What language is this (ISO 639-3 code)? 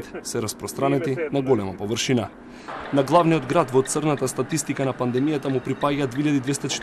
mkd